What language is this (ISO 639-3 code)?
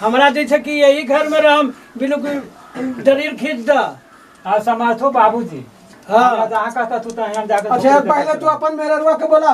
mag